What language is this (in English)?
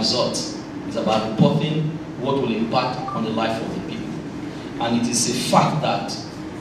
Nigerian Pidgin